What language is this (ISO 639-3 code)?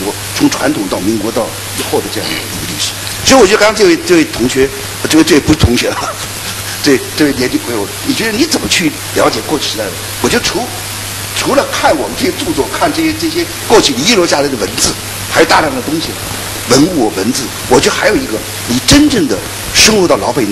zho